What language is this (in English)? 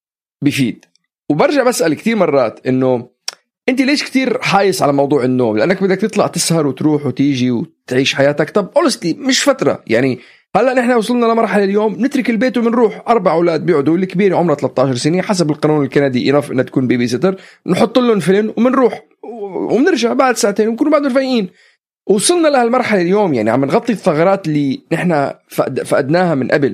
North Levantine Arabic